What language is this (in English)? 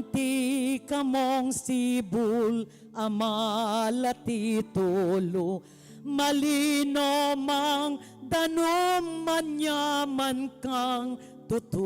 Pampanga